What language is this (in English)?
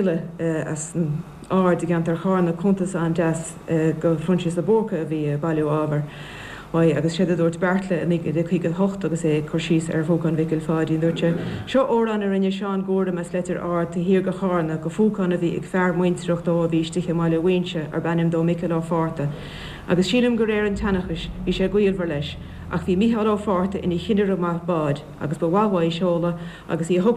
Irish